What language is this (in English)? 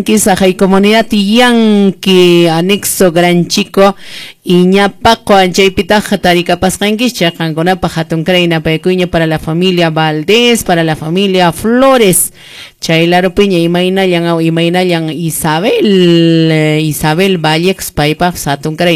Quechua